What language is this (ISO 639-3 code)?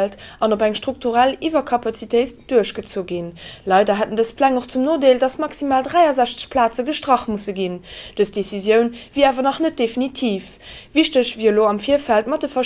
ltz